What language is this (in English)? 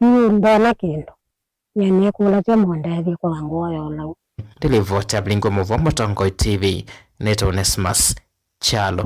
Kamba